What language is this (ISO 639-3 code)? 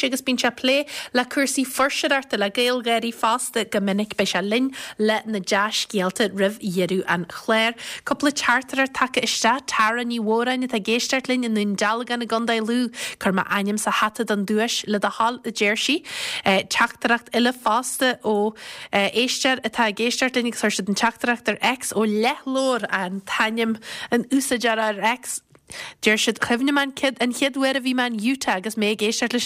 gle